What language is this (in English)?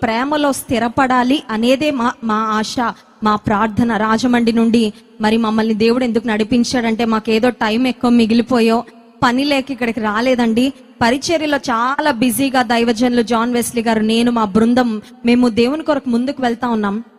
Telugu